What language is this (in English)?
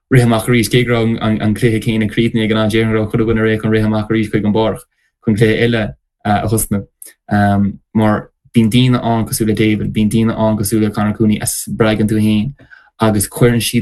Irish